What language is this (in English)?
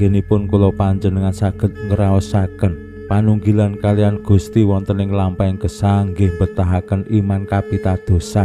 Javanese